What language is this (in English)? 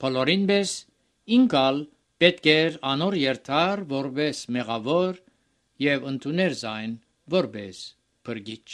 Armenian